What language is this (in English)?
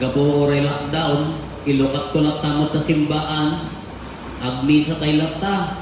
Iloko